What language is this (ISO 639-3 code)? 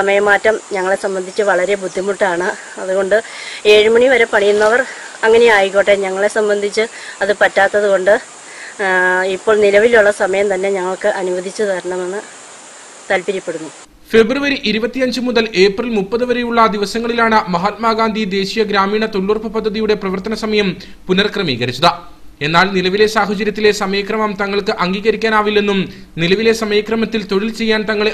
mal